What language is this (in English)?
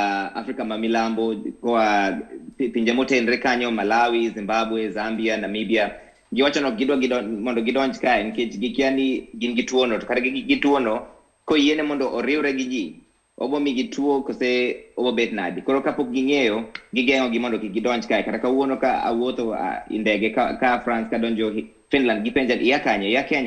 Luo (Kenya and Tanzania)